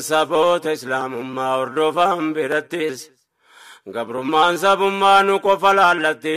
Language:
Oromo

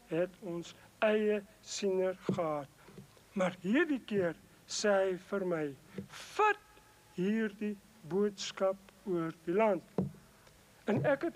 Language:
Afrikaans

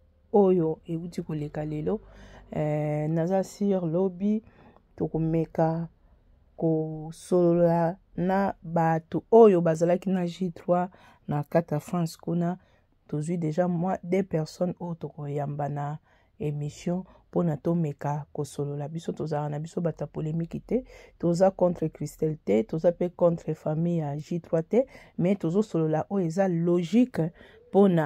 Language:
Lingala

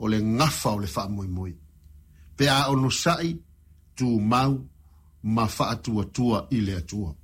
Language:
Samoan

